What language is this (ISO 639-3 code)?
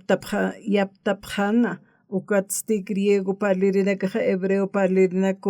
aym